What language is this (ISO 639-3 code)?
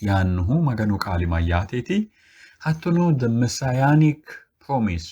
sid